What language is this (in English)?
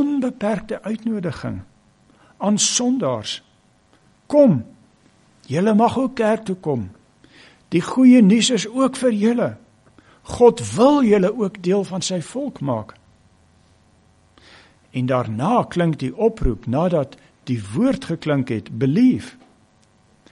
Afrikaans